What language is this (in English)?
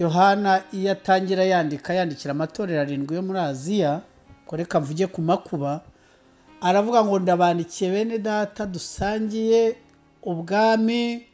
Kinyarwanda